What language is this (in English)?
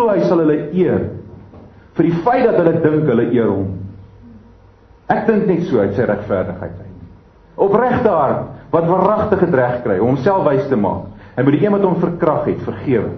Afrikaans